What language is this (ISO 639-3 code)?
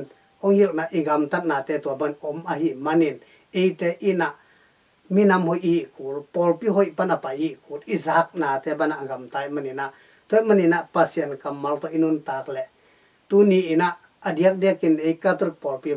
ctd